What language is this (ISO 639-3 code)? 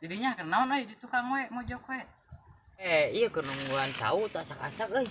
sun